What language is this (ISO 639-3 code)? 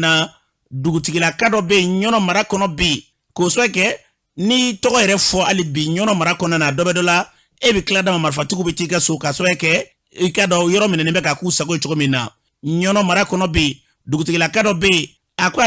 bam